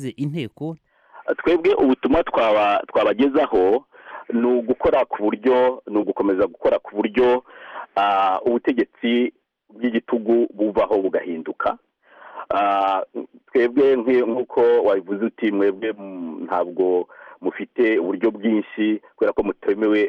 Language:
Kinyarwanda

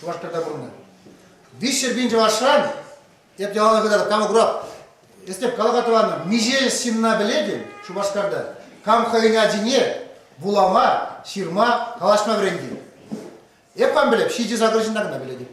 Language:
Chuvash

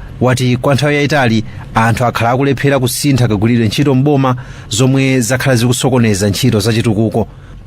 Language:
Nyanja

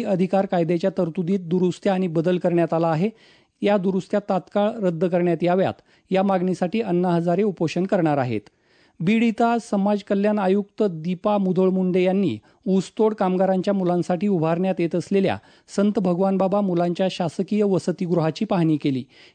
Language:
Marathi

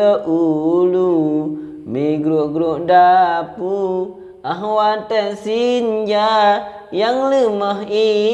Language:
Achinese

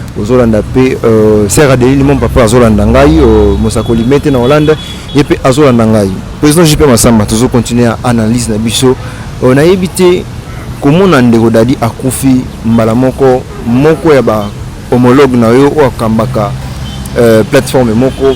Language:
Lingala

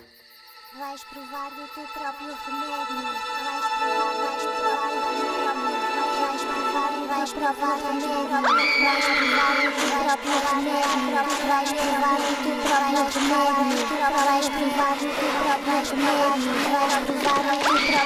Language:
Portuguese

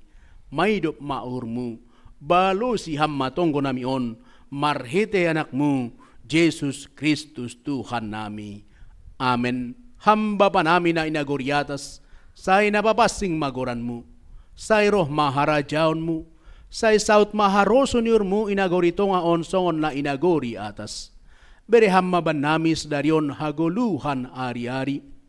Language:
Batak Simalungun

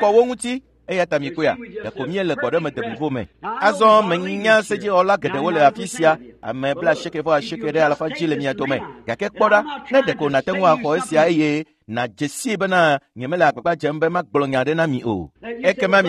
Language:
Ewe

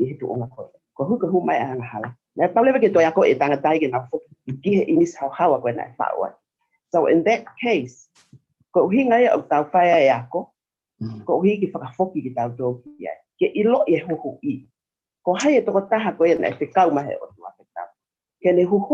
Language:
Tongan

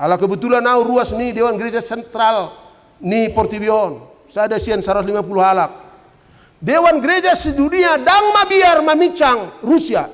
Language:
Batak Toba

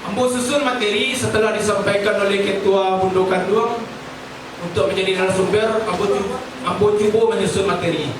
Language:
Minangkabau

